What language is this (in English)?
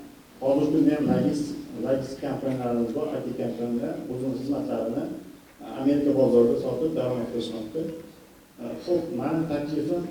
Uzbek